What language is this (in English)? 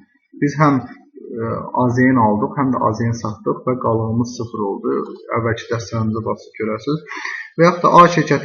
Azerbaijani